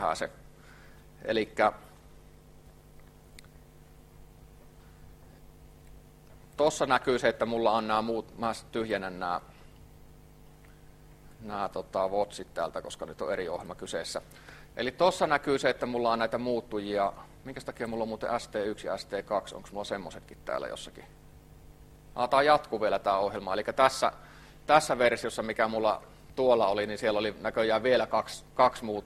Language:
Finnish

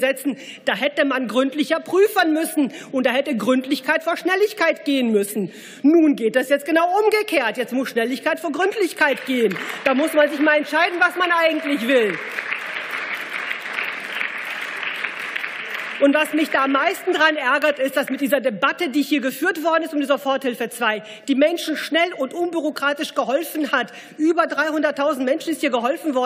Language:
German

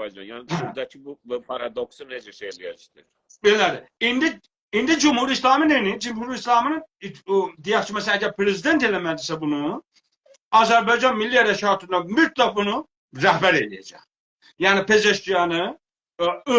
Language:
South Azerbaijani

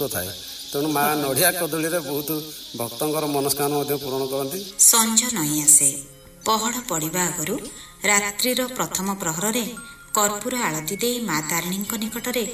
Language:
Odia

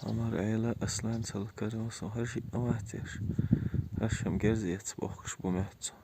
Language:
Chechen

